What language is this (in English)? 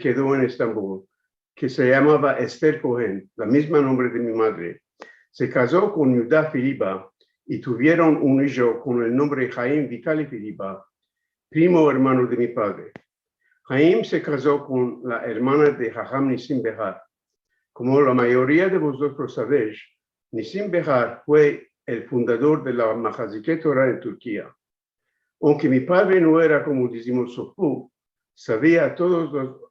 Ladino